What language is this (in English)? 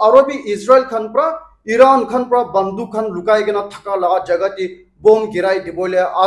Naga Pidgin